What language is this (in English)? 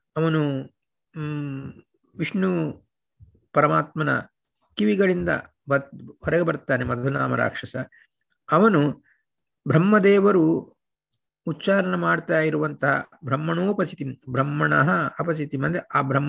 Kannada